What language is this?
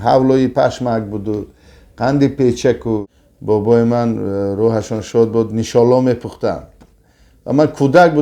Tajik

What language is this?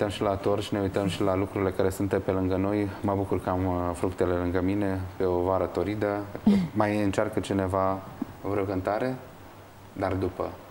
Romanian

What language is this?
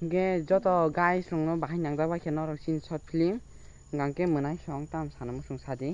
Kok Borok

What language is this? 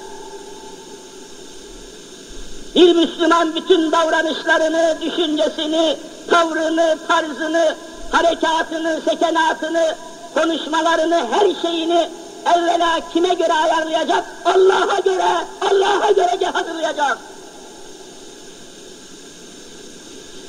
Turkish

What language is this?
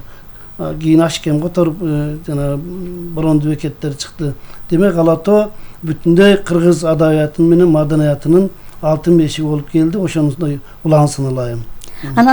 Kyrgyz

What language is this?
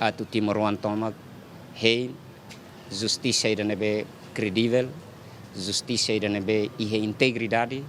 Tetum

